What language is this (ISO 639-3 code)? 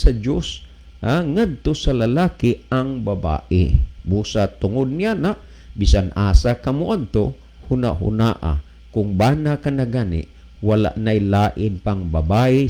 ceb